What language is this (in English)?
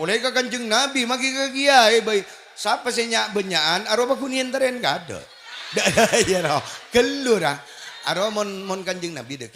Madurese